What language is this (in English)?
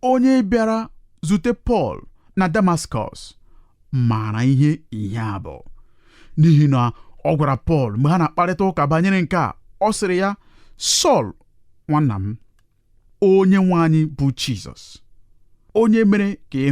Igbo